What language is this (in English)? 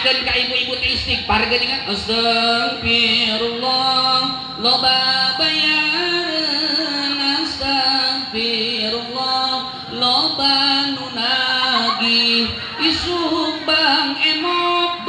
Sundanese